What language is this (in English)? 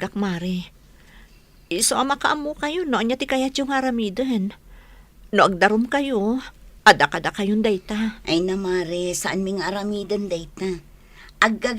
Iloko